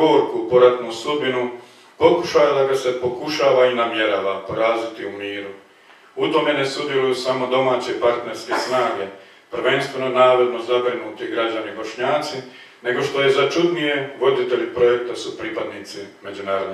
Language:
Croatian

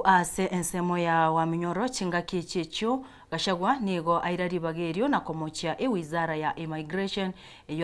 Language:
Gusii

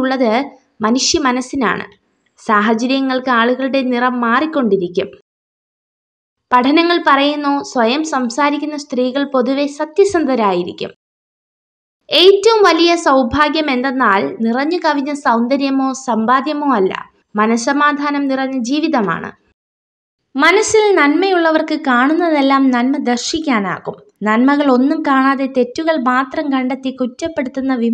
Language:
Malayalam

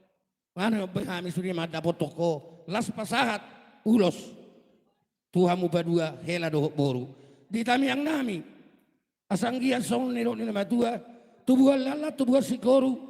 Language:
Batak Toba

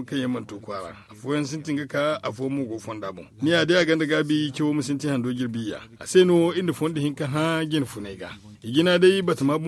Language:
Zarma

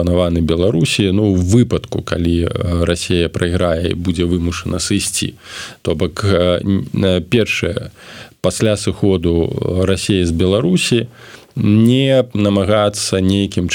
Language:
Belarusian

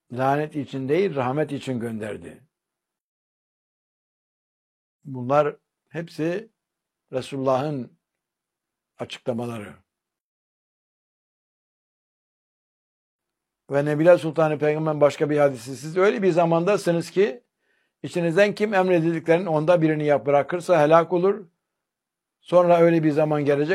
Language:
Turkish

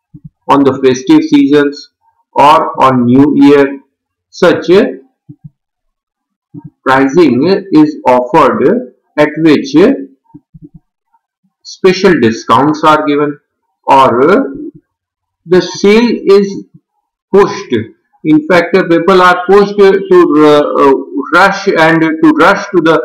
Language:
English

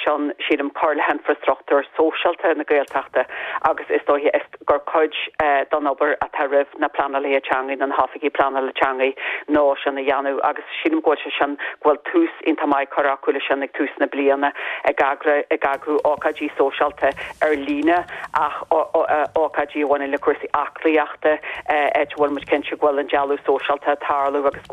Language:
Irish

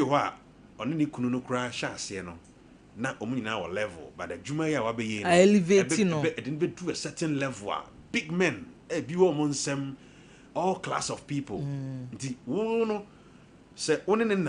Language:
Akan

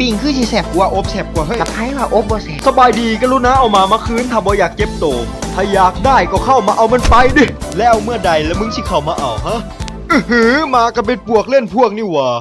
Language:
Lao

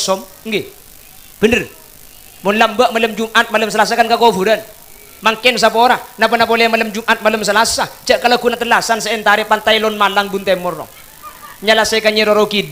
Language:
Madurese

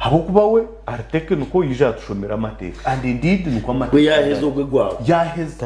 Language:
Nyankole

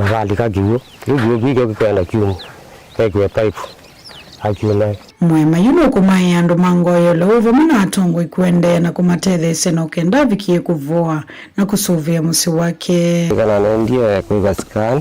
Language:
Kamba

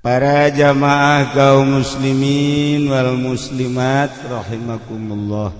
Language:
Sundanese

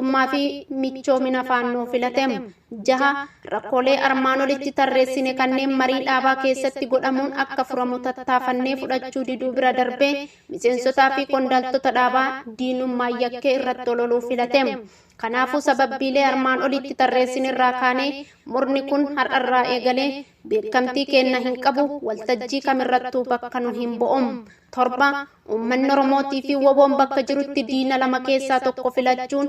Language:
Oromo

